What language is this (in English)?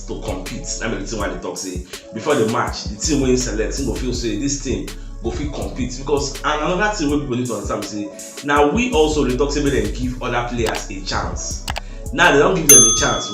Nigerian Pidgin